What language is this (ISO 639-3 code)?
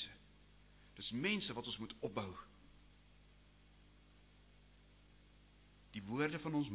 afr